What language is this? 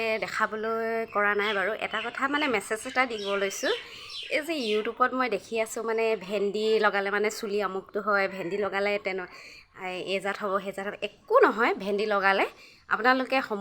Assamese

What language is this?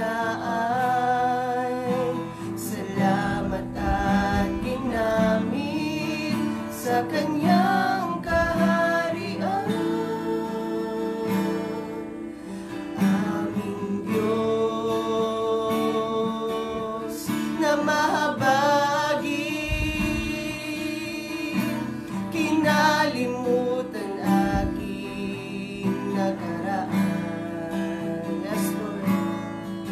Filipino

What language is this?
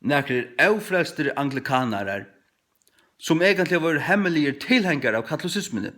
Faroese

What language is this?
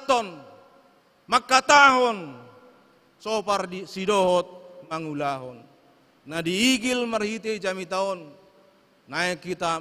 Batak Toba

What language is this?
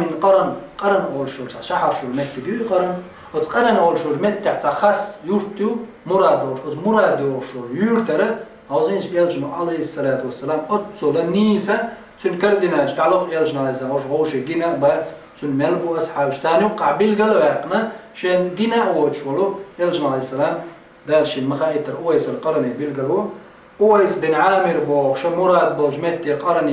Chechen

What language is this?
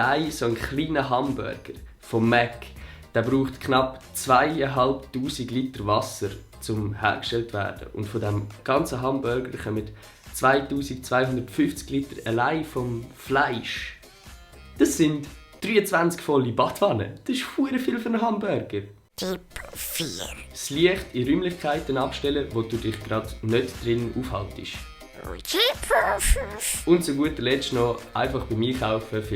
Swiss German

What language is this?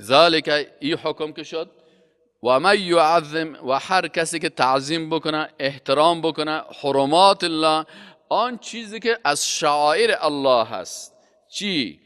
Persian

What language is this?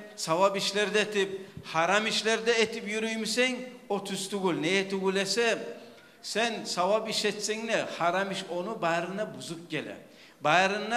Kumyk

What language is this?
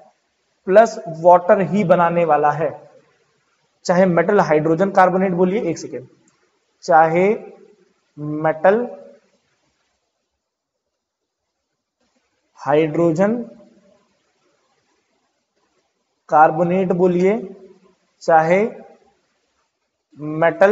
Hindi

